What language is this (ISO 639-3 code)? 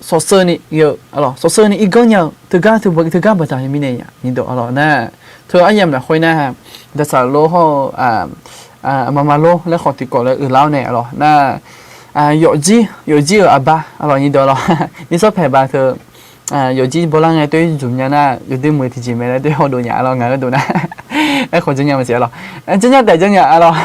ahk